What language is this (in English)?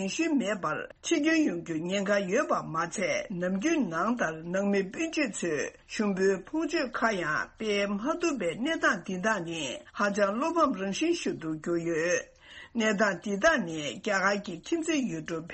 Tibetan